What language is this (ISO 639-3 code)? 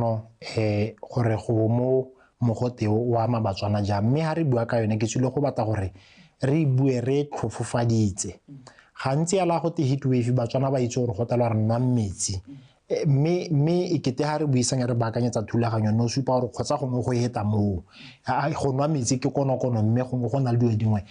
tsn